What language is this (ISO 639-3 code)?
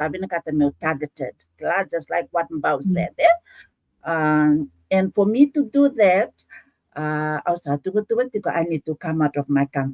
fij